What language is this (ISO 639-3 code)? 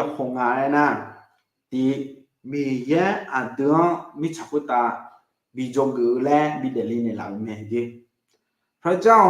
ahk